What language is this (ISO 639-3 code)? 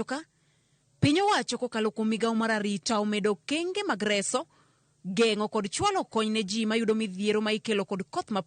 luo